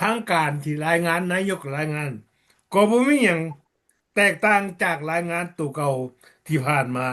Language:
Lao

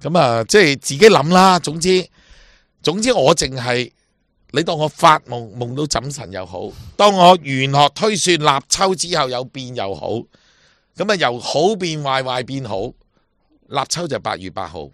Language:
Cantonese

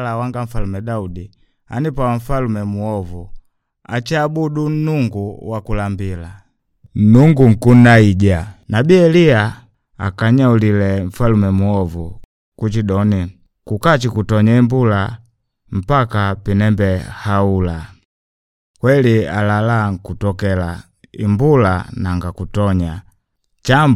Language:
Makonde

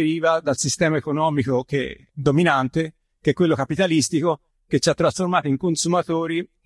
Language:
Italian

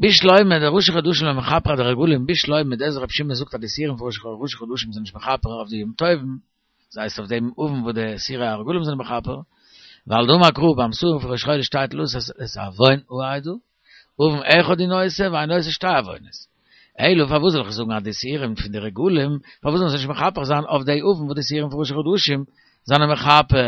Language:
Yiddish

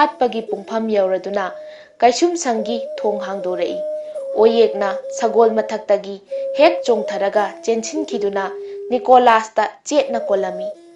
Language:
Manipuri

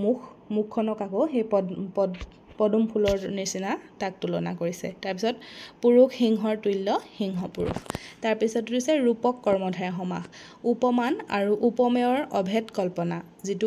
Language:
Assamese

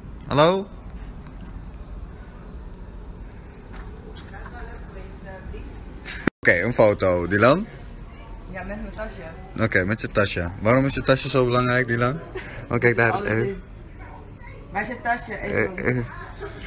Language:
Dutch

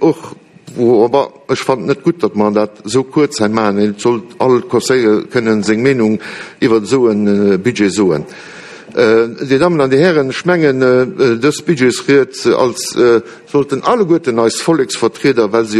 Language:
Luxembourgish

